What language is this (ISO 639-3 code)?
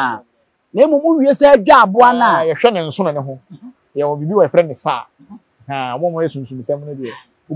aka